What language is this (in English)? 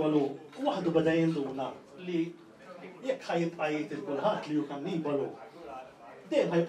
Maltese